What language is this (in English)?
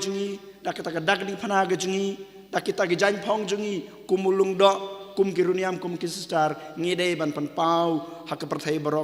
Khasi